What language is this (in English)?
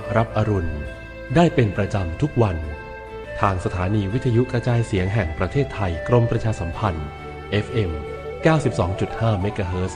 Thai